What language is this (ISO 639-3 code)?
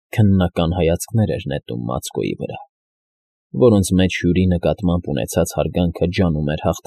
hye